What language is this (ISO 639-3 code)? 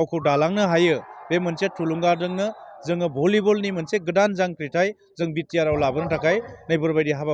brx